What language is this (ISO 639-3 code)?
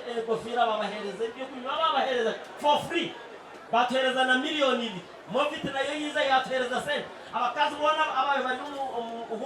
nyn